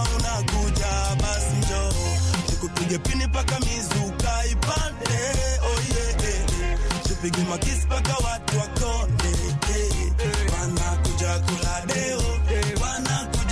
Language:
Swahili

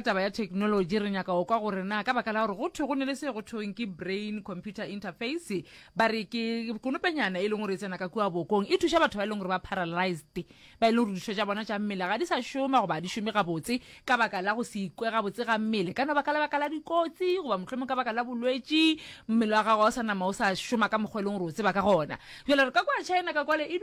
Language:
Northern Sotho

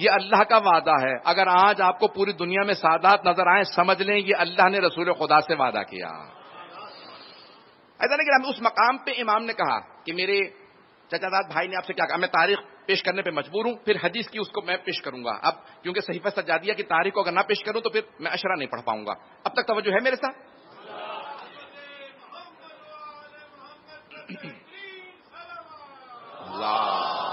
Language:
Urdu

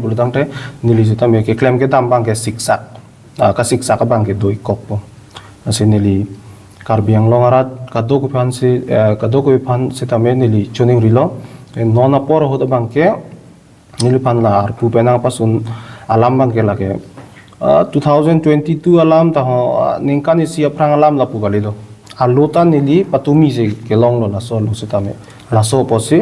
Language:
Karbi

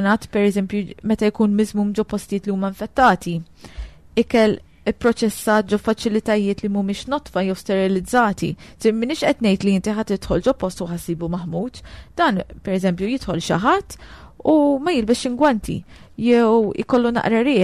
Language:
Maltese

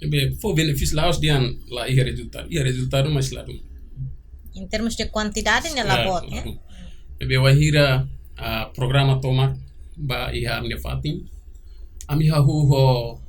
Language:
Tetum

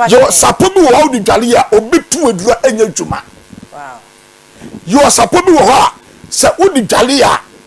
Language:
Akan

